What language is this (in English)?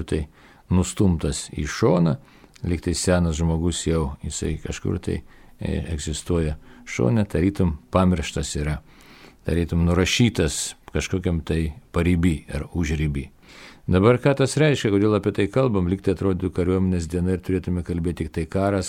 Lithuanian